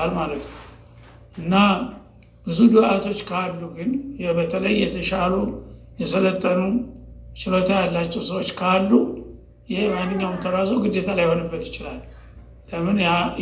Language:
Amharic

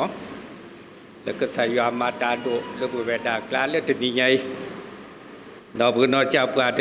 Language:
S'gaw Karen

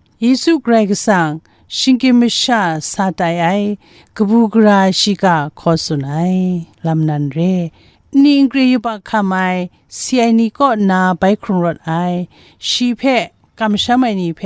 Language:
Kachin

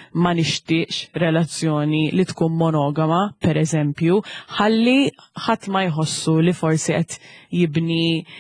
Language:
Maltese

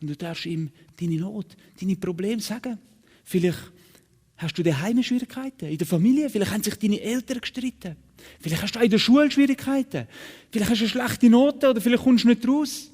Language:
Swiss German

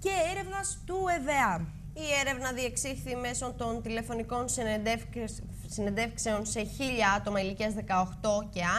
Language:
Greek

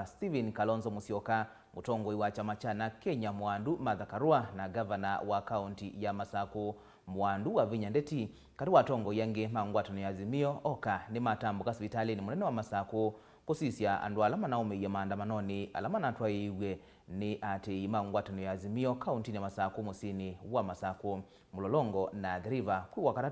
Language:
Kamba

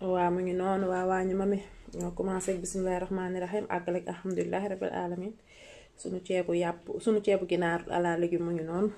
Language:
Wolof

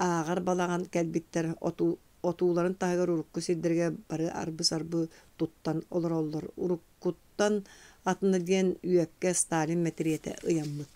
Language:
Yakut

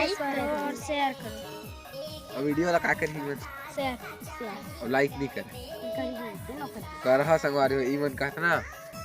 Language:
Chhattisgarhi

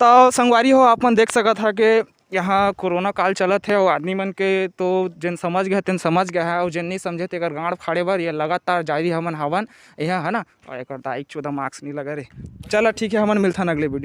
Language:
Chhattisgarhi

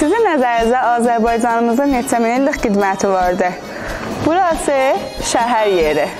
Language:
South Azerbaijani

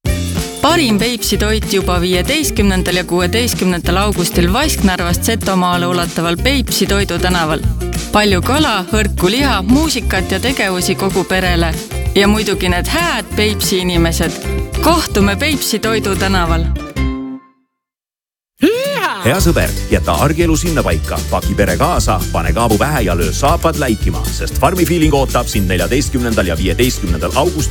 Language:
Estonian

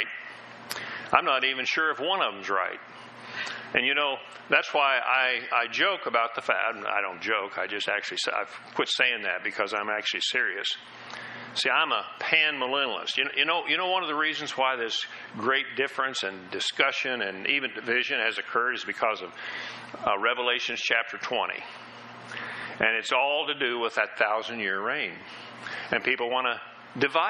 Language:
English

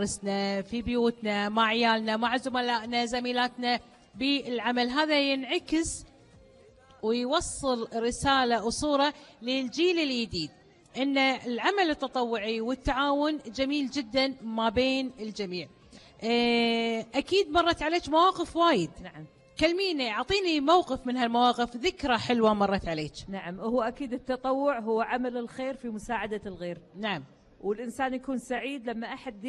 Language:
Gulf Arabic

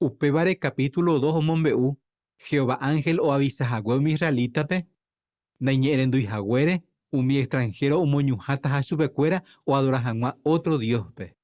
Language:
Guarani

